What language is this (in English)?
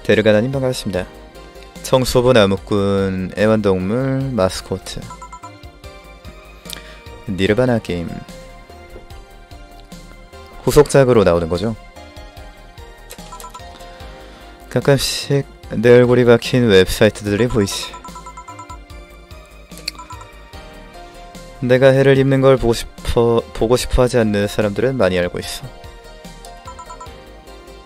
Korean